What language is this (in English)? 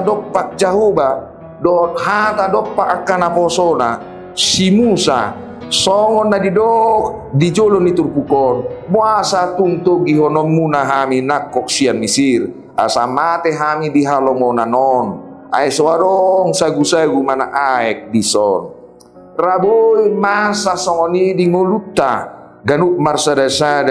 Batak Toba